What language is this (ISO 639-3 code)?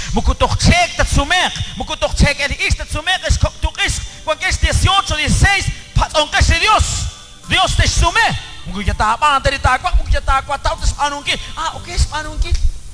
kek